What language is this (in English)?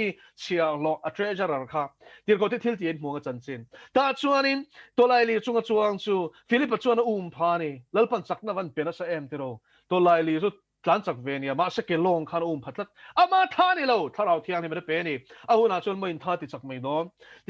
Mizo